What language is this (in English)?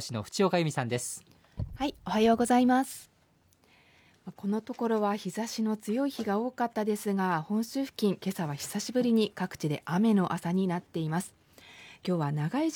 Japanese